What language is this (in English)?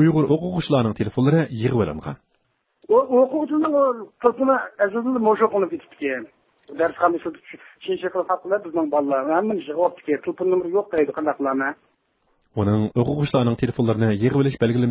Uyghur